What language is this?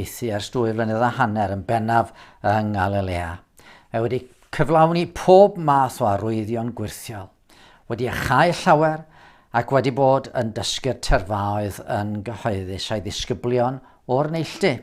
Welsh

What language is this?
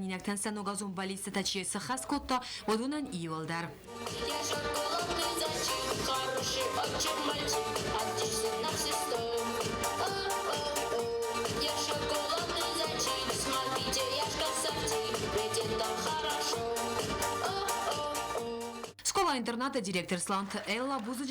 Ossetic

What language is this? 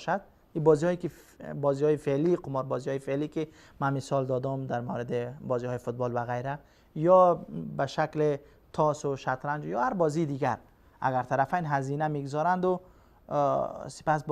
Persian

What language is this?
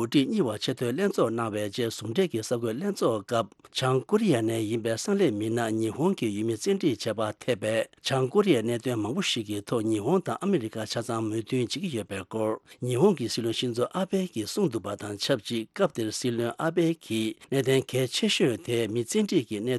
Tibetan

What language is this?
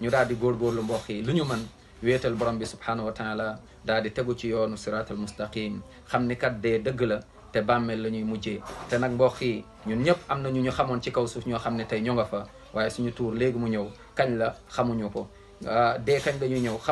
Wolof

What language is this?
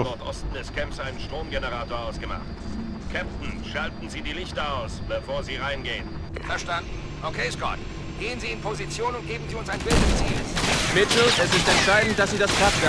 Bavarian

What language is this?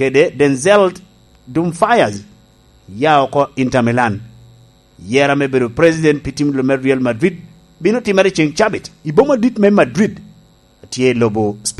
Lango (Uganda)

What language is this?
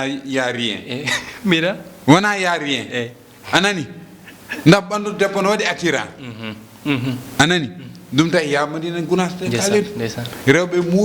Fula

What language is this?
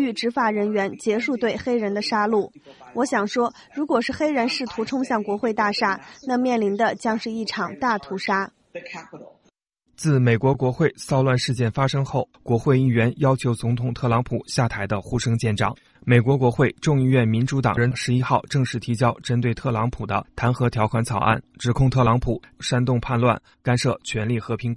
Chinese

